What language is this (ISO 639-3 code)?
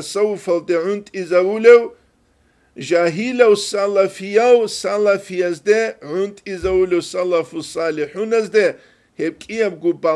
ava